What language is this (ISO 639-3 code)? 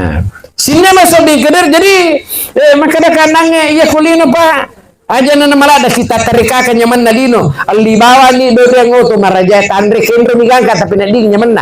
bug